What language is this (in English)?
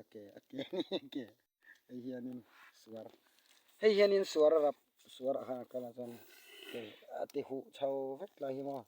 Mizo